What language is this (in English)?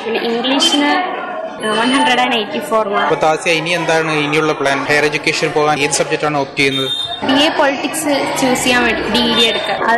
Malayalam